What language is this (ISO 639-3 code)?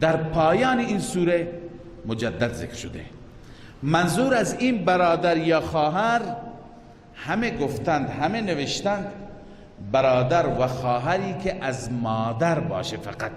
fas